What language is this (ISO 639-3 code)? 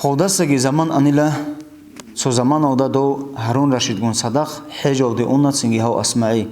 ava